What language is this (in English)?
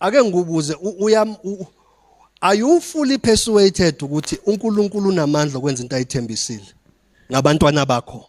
Zulu